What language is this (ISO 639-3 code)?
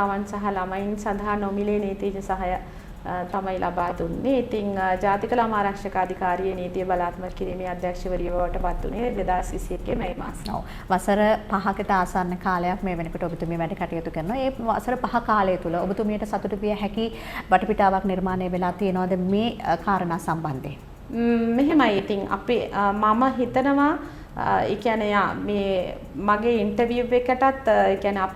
sin